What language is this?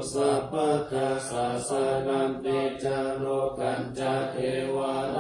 Pali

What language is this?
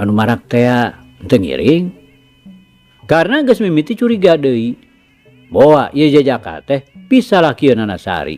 Sundanese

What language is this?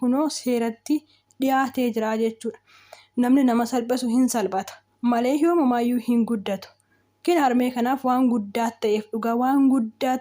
Oromo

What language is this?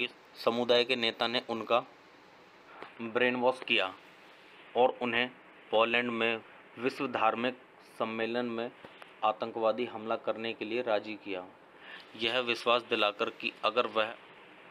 Hindi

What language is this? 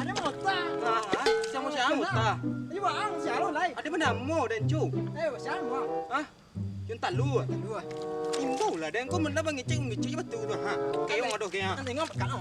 Minangkabau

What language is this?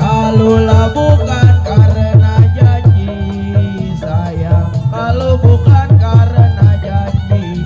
Betawi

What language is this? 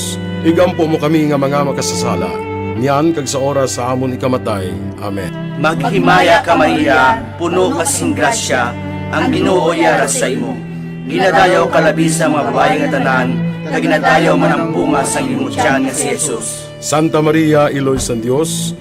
Hiligaynon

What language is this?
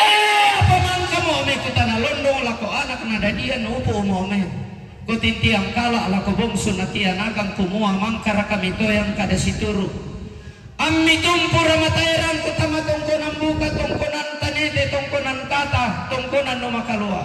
Toraja-Sa'dan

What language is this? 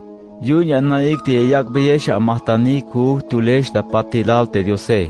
Tzeltal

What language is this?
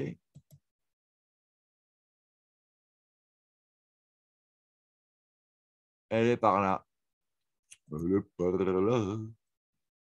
French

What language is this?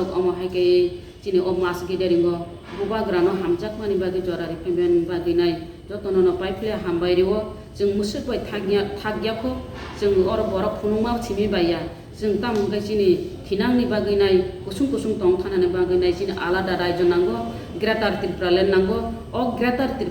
Kok Borok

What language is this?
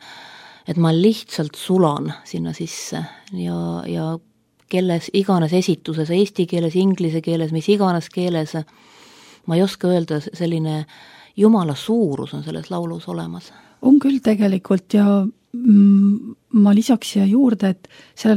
Estonian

